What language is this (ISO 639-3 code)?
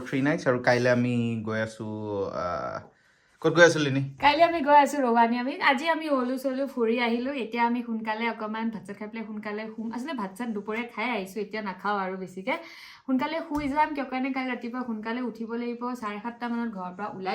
asm